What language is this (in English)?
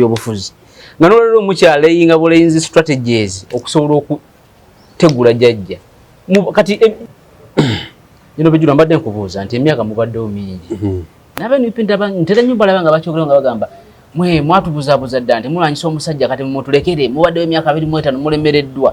Ganda